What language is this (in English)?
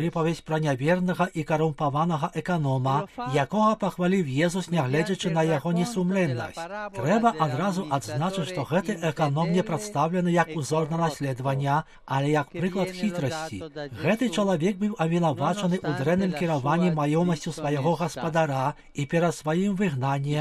Belarusian